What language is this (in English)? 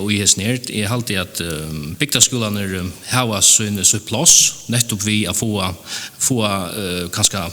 Faroese